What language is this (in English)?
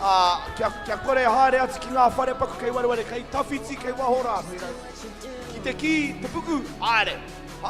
Māori